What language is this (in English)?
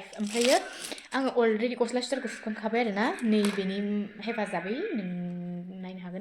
Bodo